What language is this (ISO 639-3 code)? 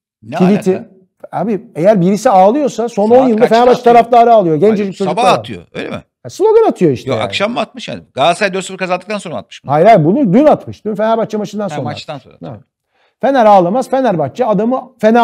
tur